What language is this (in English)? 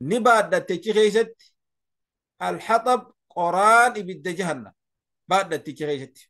Oromo